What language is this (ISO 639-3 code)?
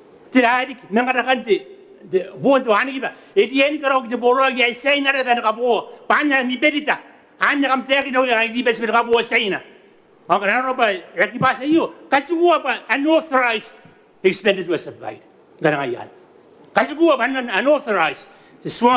gil